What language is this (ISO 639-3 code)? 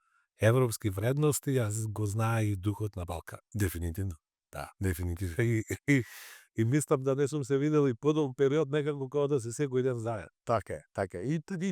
mkd